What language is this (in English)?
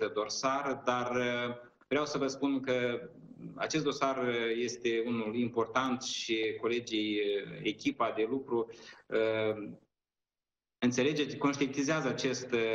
Romanian